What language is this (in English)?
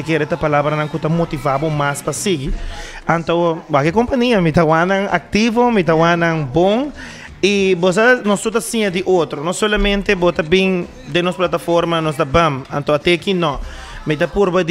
Papiamento